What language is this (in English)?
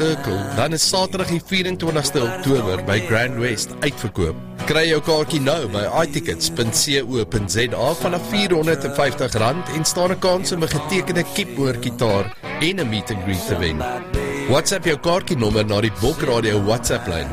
Afrikaans